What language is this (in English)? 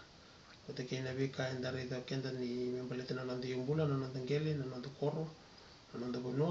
Fijian